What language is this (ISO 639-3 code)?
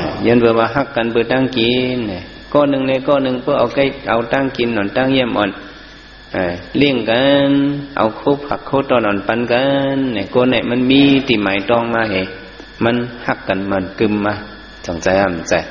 shn